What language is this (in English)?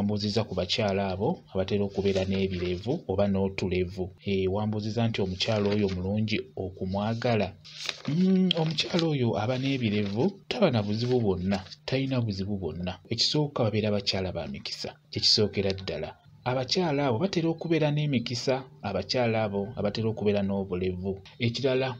Ganda